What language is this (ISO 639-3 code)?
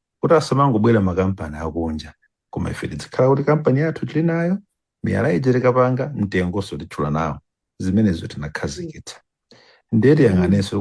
nya